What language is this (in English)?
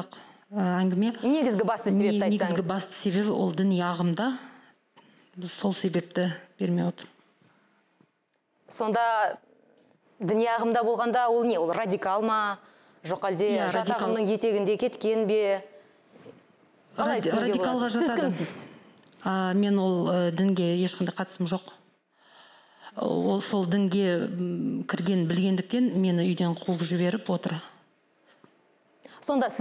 Kazakh